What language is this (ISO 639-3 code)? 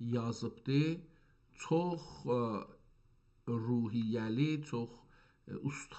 azb